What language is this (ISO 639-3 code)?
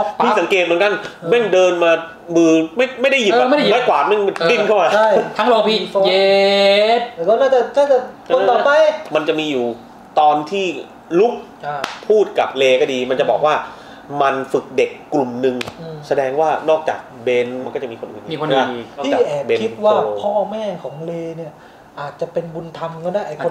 tha